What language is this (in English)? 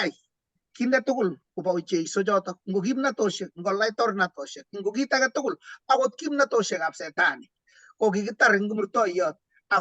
Kalenjin